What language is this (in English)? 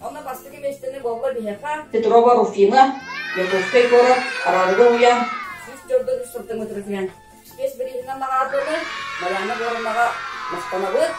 Yakut